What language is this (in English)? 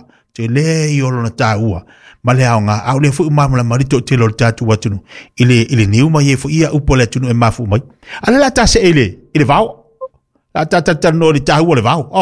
Samoan